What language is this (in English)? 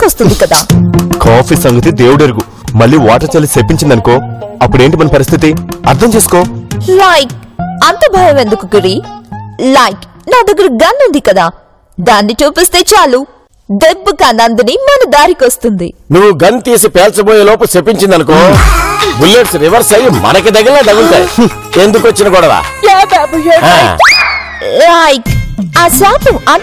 Telugu